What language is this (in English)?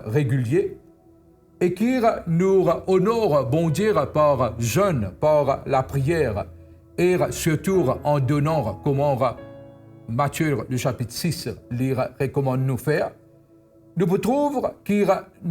Morisyen